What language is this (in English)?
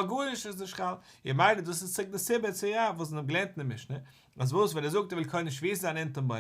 Yiddish